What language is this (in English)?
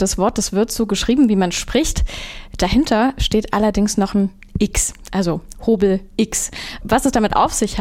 German